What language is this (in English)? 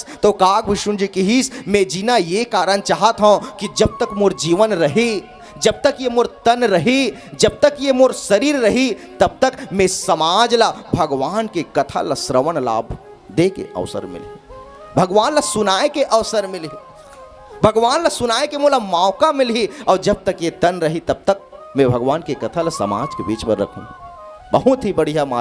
Chhattisgarhi